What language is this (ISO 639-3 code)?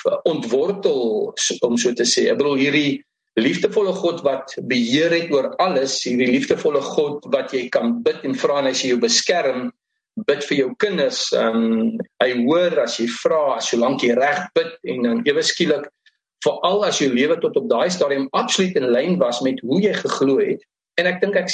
afr